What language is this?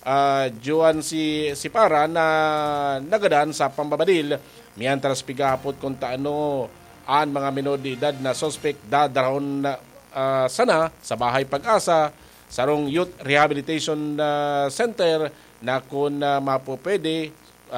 Bikol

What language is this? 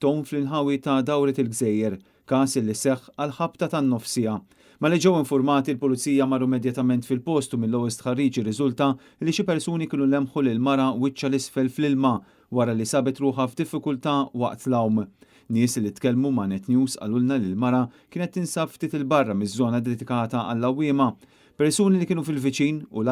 Maltese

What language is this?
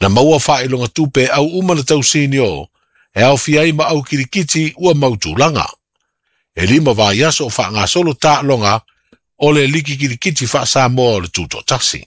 Samoan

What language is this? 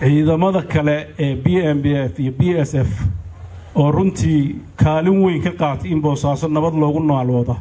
Somali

